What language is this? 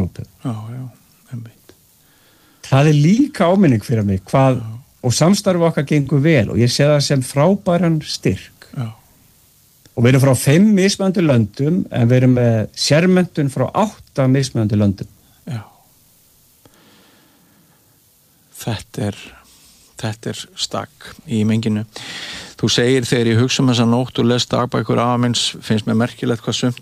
Icelandic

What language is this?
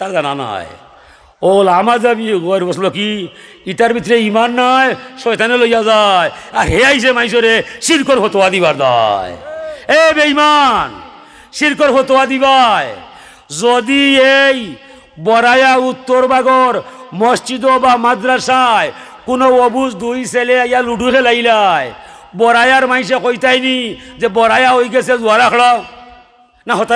Sylheti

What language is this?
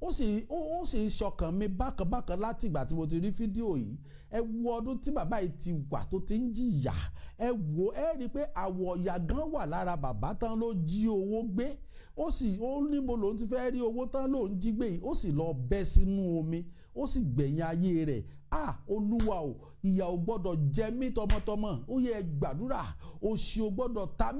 Yoruba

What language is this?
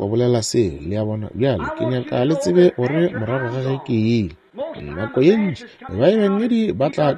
Northern Sotho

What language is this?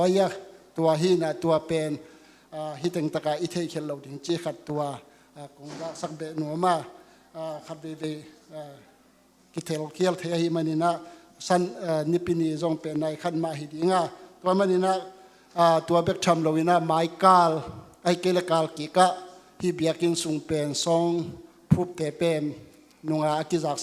Tedim Chin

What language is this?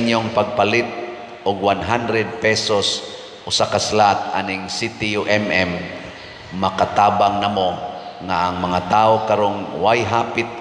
Cebuano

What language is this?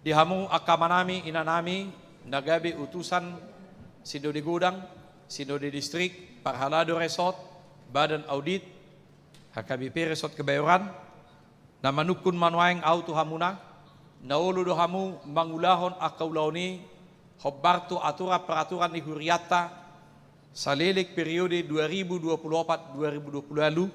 Batak Toba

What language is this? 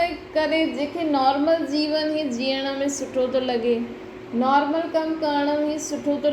Sindhi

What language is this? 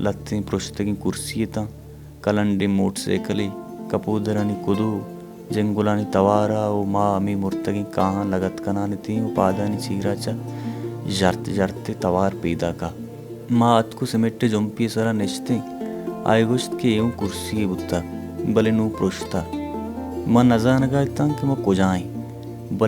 Baluchi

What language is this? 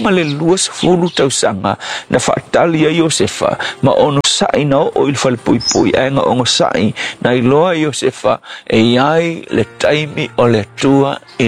Samoan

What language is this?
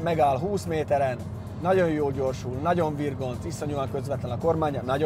Hungarian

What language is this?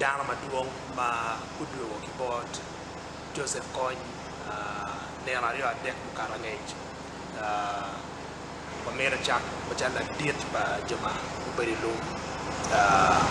Acoli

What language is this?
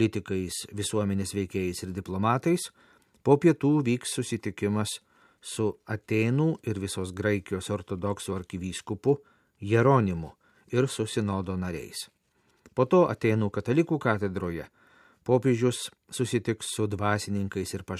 Lithuanian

